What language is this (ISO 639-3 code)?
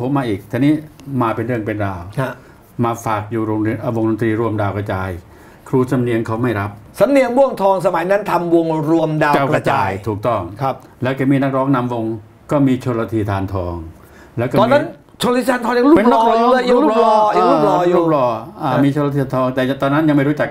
tha